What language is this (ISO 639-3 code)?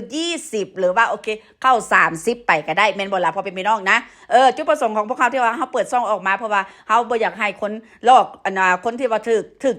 lao